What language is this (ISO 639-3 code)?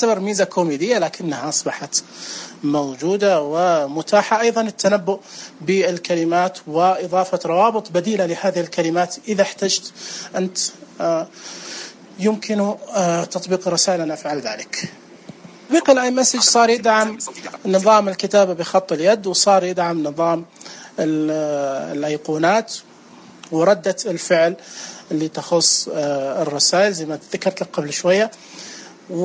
ars